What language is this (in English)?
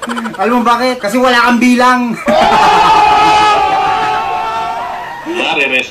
Filipino